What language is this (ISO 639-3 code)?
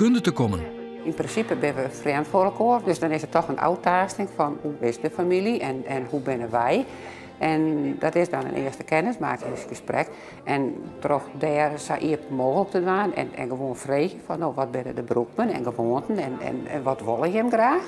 fry